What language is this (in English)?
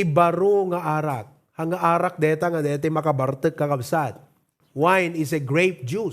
Iloko